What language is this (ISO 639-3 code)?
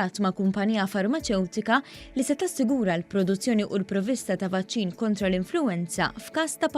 mlt